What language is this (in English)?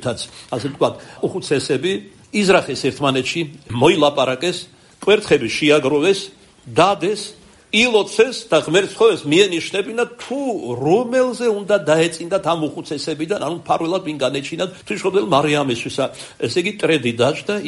Georgian